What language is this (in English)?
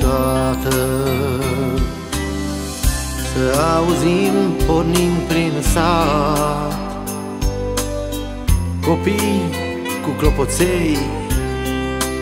Romanian